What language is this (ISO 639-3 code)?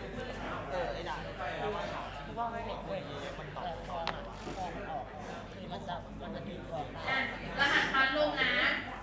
tha